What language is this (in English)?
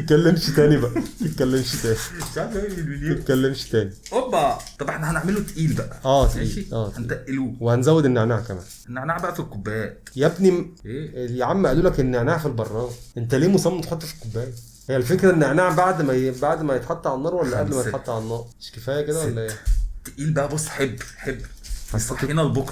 Egyptian Arabic